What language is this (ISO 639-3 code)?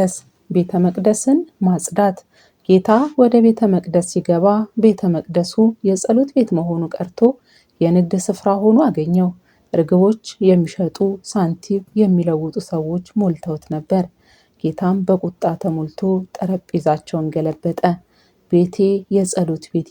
amh